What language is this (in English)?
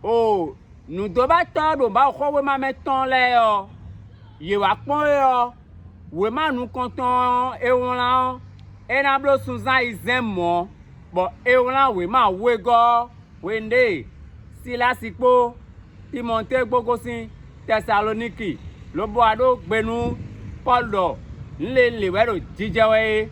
Fon